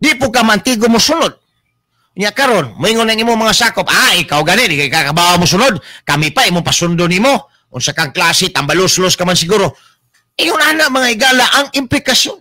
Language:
Cebuano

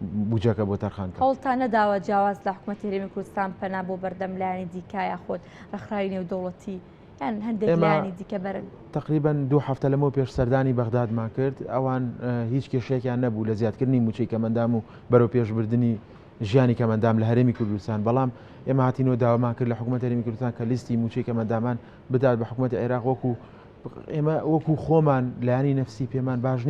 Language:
Central Kurdish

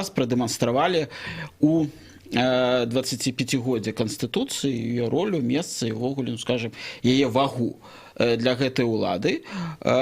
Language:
Belarusian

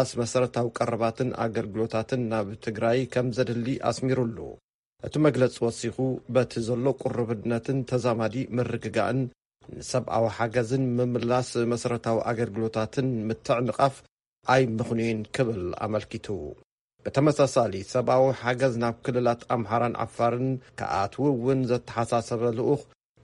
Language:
Tigrinya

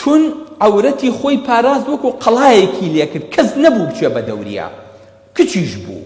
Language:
Central Kurdish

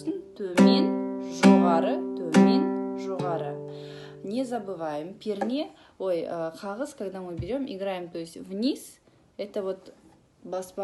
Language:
Kazakh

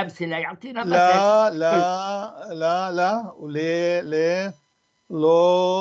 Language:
North Levantine Arabic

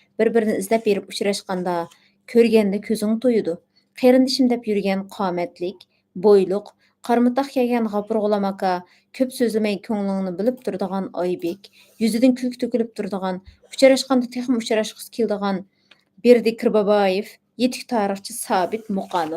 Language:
Uyghur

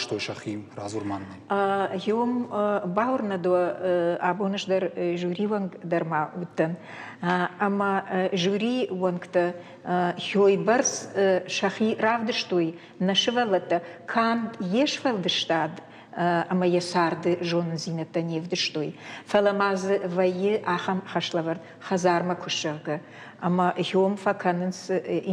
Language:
Ossetic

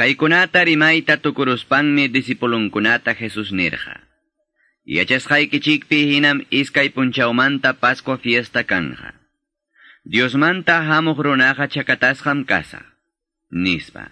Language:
Quechua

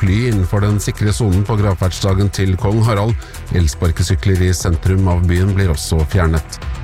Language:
Norwegian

